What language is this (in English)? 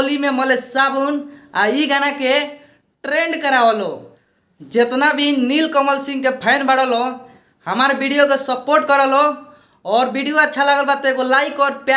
Bhojpuri